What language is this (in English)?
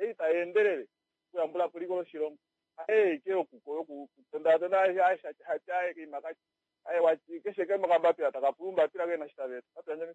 Kuanyama